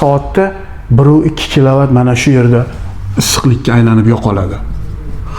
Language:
Uzbek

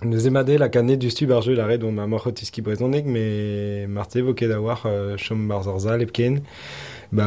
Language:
Breton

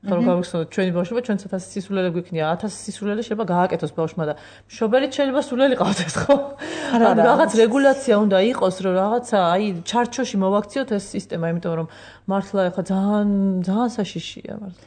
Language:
Georgian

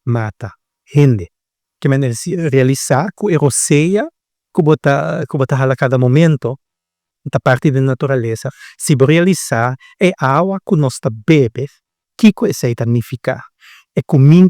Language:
Papiamento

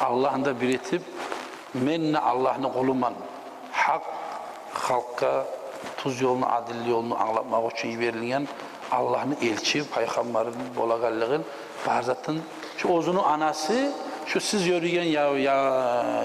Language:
Kumyk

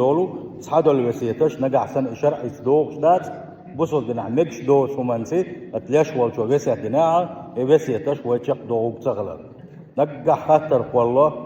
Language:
Chechen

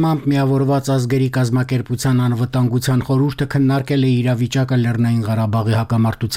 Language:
Armenian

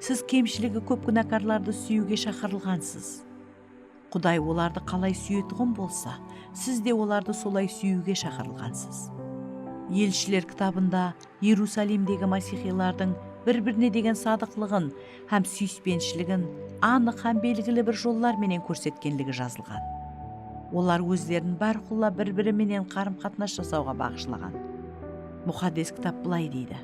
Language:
Kara-Kalpak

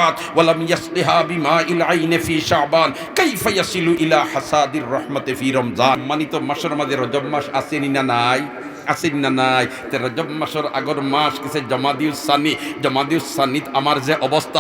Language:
Sylheti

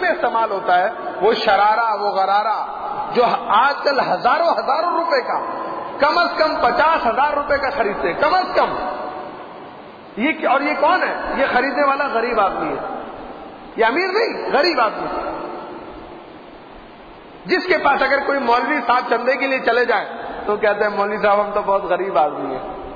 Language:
Urdu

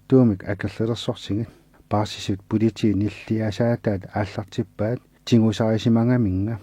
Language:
Kalaallisut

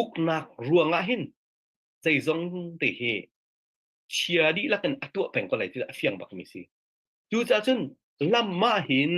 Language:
Hakha Chin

